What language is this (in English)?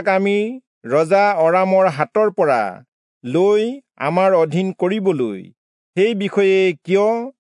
Assamese